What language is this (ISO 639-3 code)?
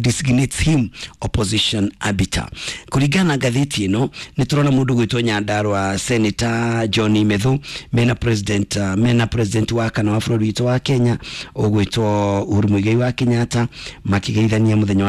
kik